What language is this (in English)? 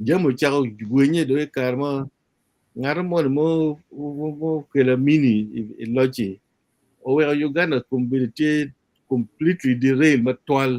Acoli